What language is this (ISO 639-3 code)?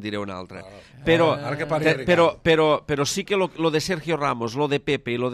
cat